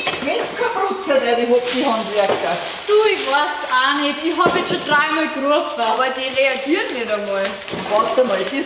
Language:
Bavarian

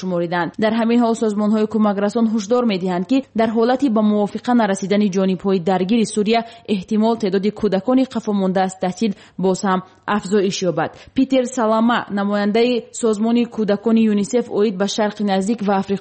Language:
Tajik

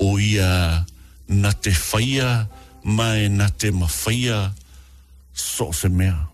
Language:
Samoan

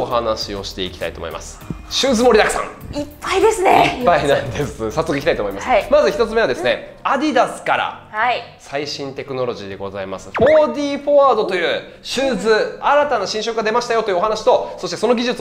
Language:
Japanese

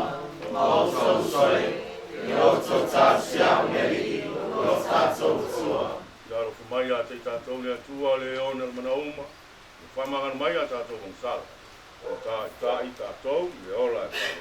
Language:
Samoan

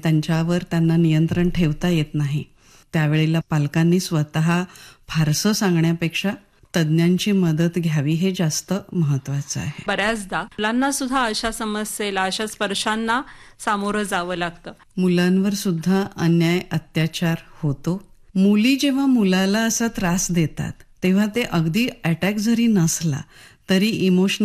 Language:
Marathi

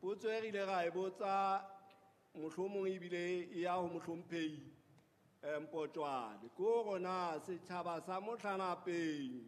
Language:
Southern Sotho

